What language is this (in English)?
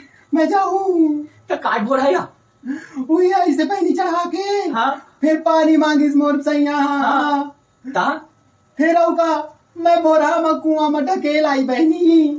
Chhattisgarhi